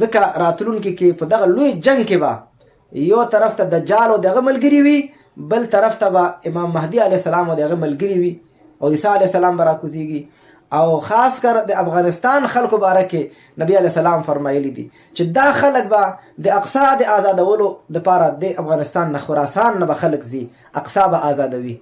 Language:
Pashto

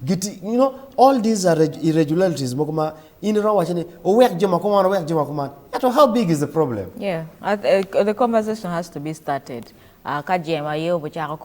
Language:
Acoli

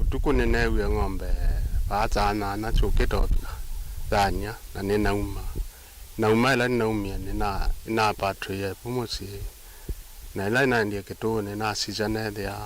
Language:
Kamba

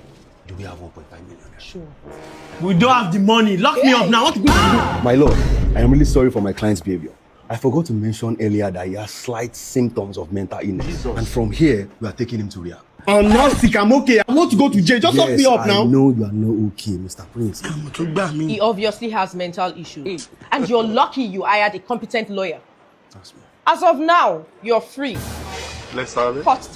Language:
Nigerian Pidgin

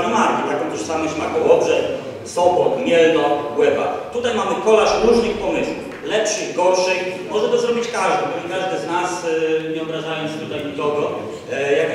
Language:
Polish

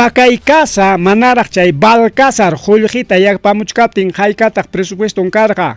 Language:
Ayacucho Quechua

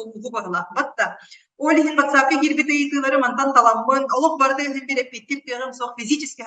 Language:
Yakut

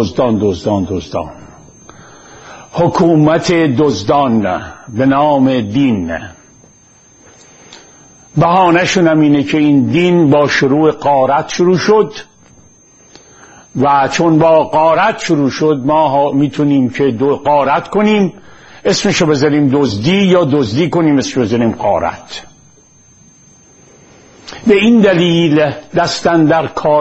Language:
Persian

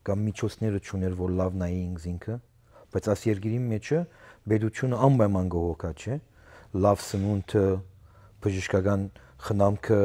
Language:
Western Armenian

